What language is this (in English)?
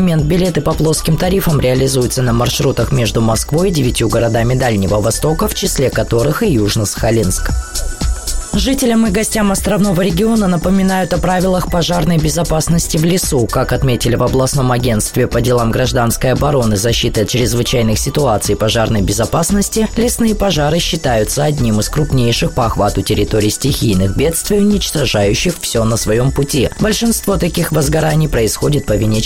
Russian